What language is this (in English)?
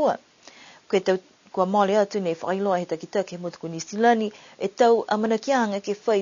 Niuean